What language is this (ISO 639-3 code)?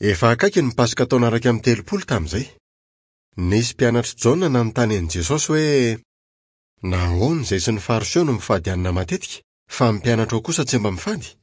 mlg